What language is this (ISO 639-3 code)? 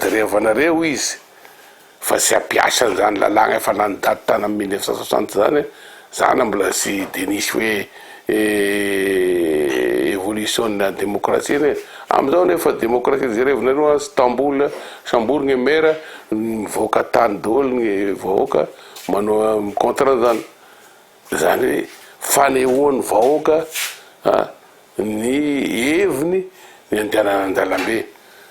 mlg